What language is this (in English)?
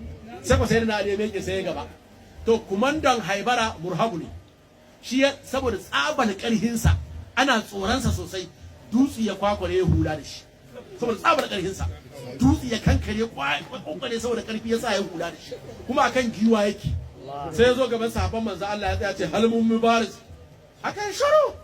Hausa